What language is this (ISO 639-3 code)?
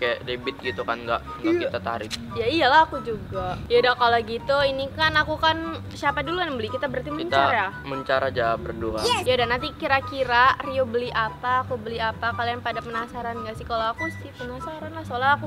ind